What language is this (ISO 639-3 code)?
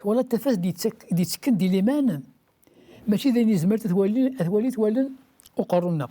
kab